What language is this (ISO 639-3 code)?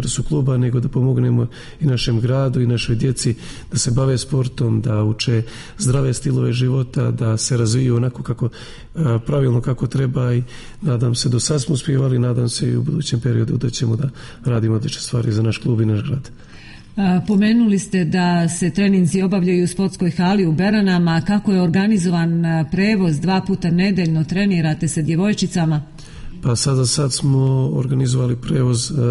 srp